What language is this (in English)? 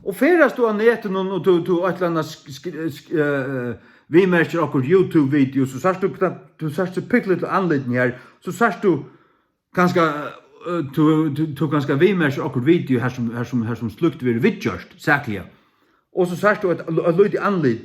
Faroese